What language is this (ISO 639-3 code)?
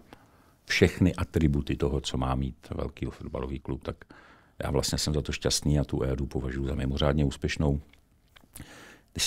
ces